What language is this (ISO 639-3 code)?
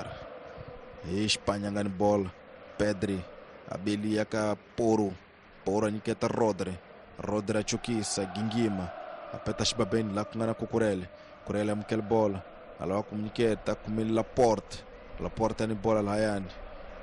tso